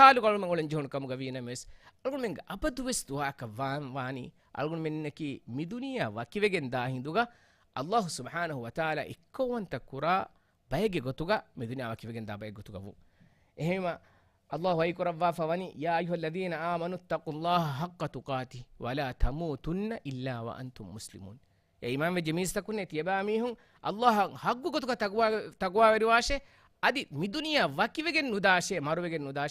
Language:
Divehi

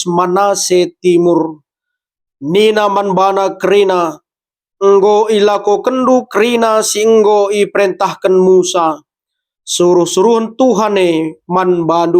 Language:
Batak Karo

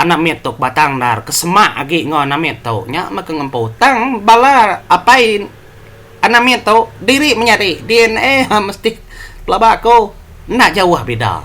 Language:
Iban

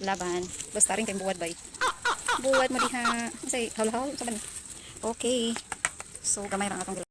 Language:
Cebuano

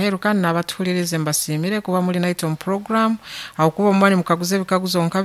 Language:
Nyankole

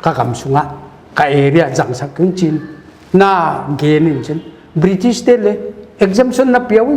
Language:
Paite Chin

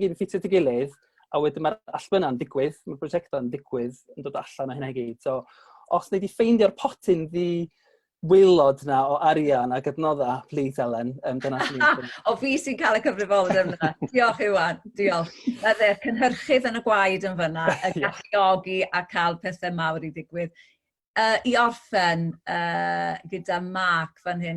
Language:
Welsh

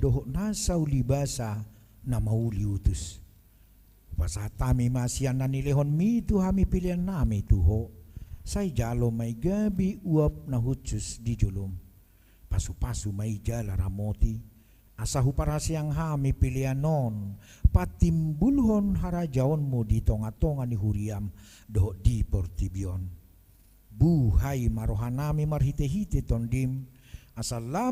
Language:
Batak Toba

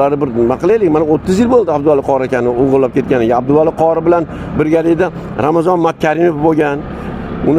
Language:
Uzbek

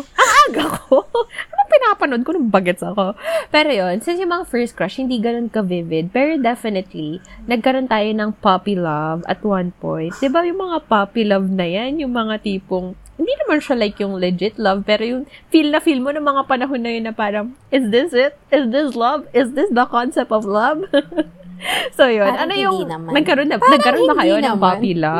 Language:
Filipino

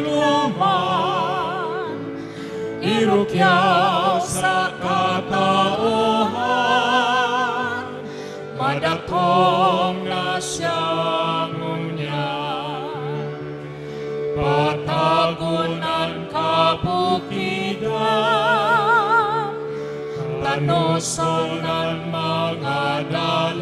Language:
Bikol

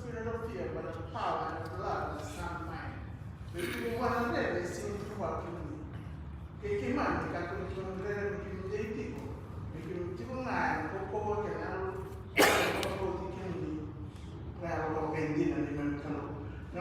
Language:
Fijian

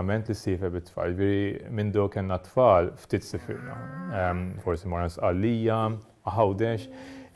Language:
Maltese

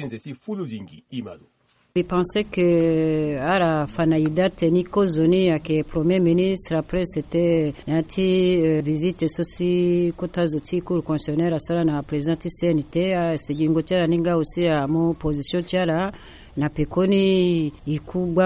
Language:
Sango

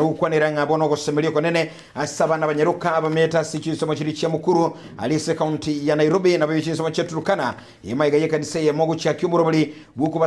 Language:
Gusii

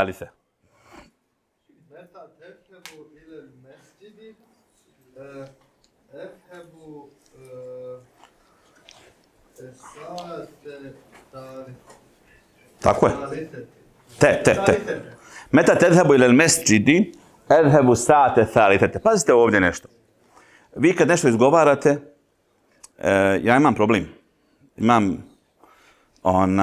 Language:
Bosnian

